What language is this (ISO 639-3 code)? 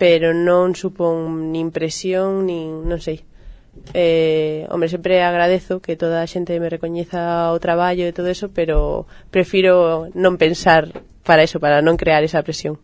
glg